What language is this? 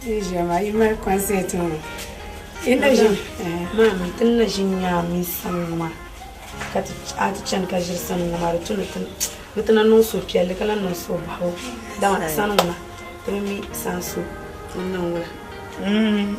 Dagbani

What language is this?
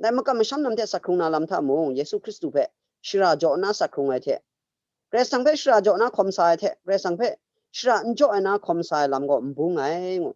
Kachin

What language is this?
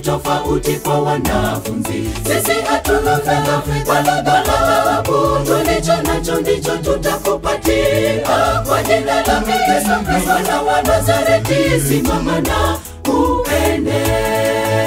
Swahili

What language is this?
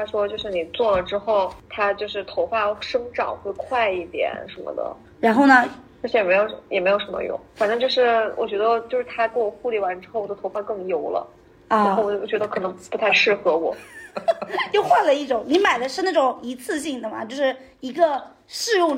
Chinese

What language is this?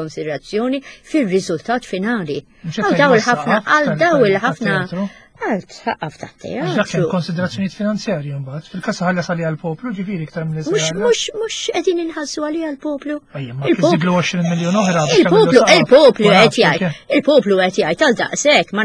Maltese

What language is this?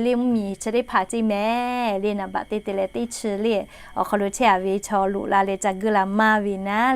Lahu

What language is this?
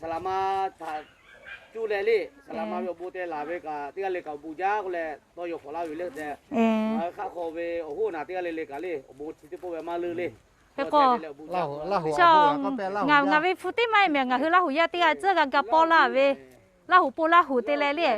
Lahu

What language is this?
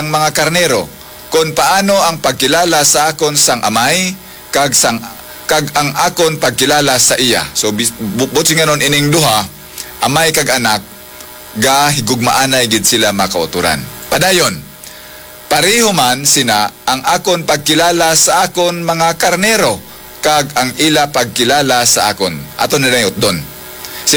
Hiligaynon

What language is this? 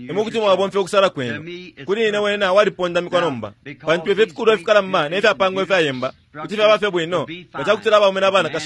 Bemba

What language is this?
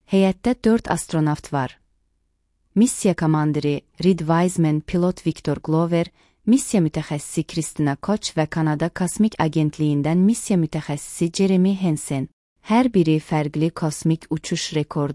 Azerbaijani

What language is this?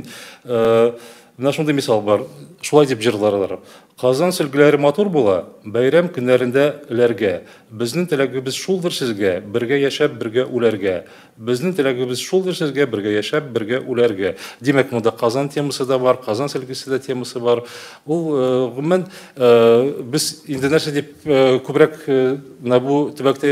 Tatar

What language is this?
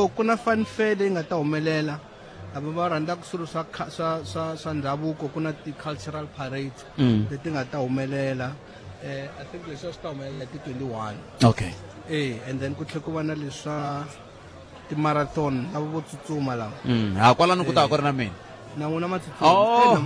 Tsonga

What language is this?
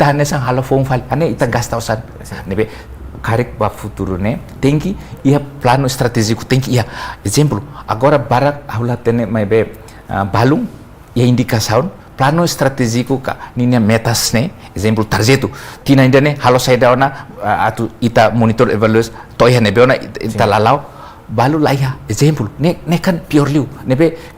Tetum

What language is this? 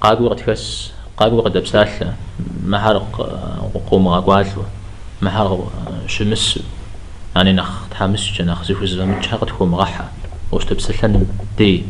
Kabardian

